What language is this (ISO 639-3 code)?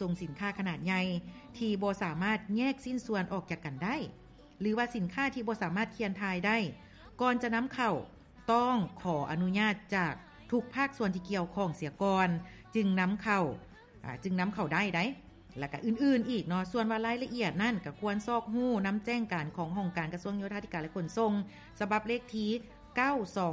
lao